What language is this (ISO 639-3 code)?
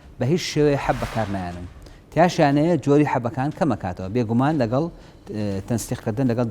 ckb